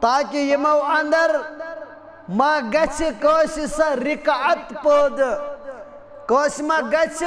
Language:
Kashmiri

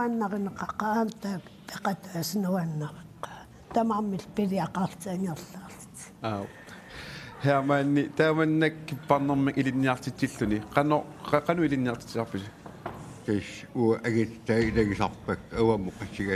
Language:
Kalaallisut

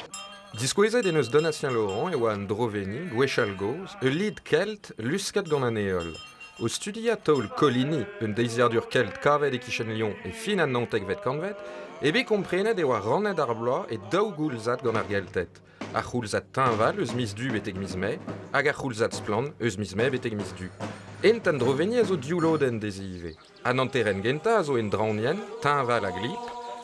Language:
Breton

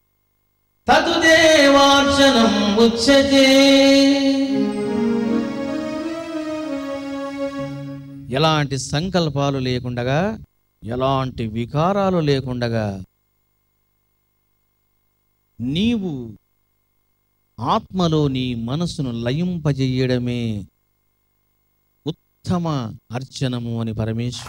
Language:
Telugu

